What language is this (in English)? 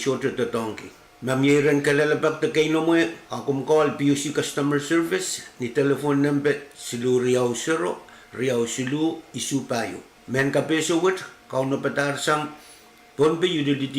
Pohnpeian